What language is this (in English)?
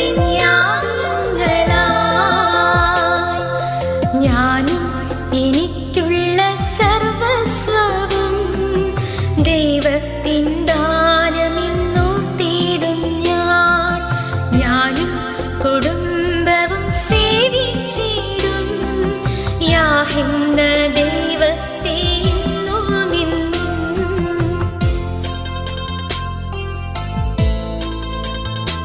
Malayalam